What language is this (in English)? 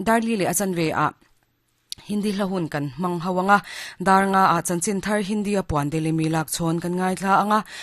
Mizo